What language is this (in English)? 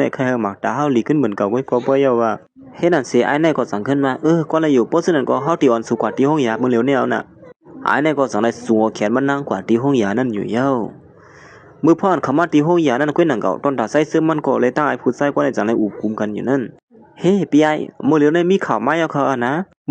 Shan